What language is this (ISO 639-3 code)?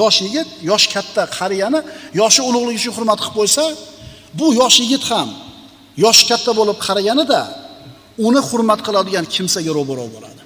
uzb